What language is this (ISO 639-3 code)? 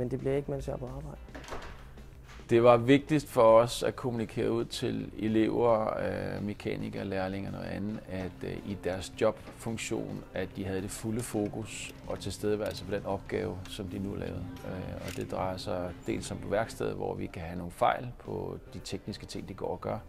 dan